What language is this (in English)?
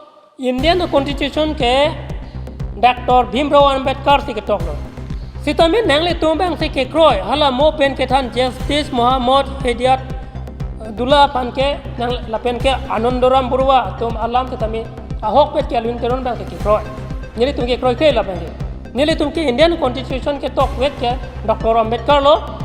Karbi